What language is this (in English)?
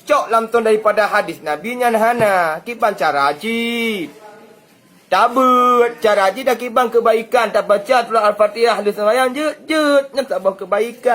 Achinese